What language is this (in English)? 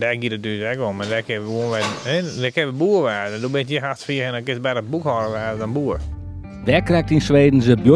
Western Frisian